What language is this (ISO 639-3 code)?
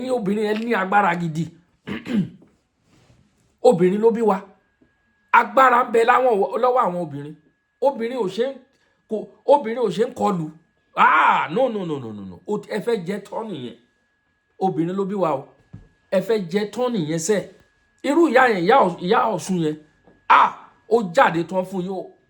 yor